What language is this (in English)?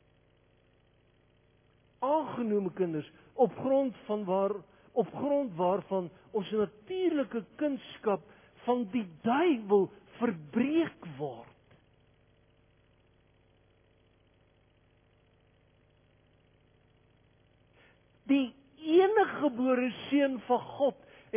Afrikaans